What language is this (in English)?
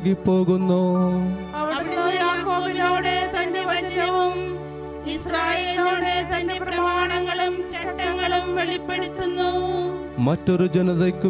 Malayalam